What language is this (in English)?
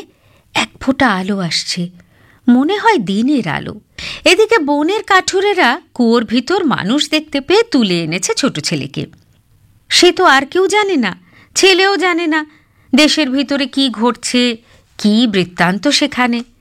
Bangla